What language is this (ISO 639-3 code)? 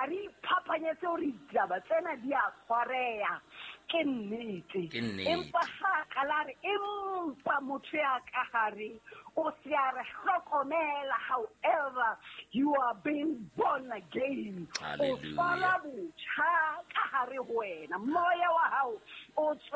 sot